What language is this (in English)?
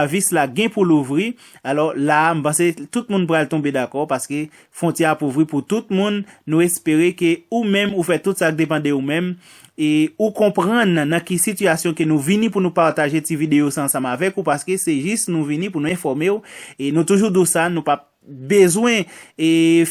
Haitian Creole